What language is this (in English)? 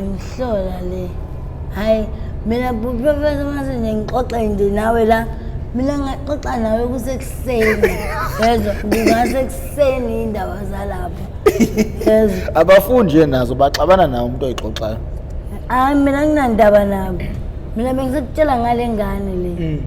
Zulu